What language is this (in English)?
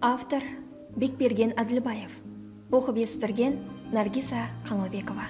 Kara-Kalpak